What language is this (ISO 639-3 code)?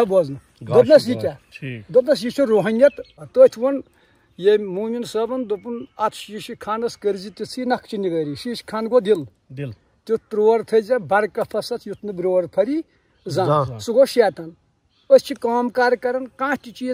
kas